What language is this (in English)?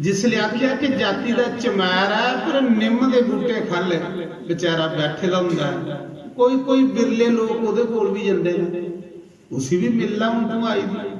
Dogri